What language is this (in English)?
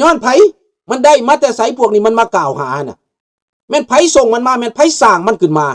Lao